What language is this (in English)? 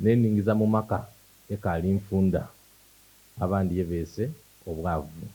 Soga